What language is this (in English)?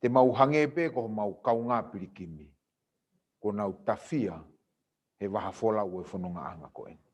Tongan